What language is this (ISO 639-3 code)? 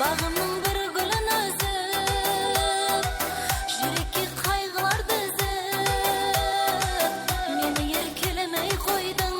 kaa